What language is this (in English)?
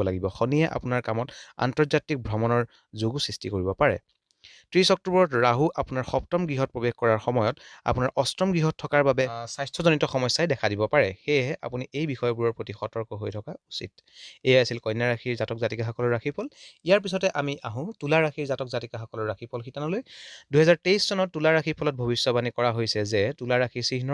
Assamese